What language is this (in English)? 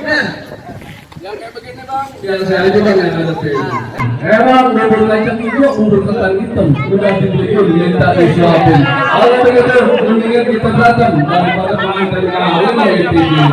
Betawi